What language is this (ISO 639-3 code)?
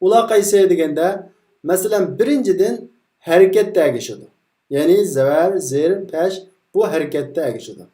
uig